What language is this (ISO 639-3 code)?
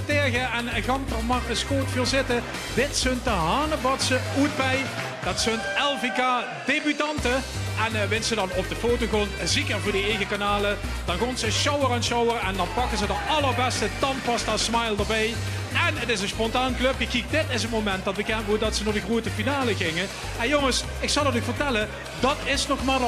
lim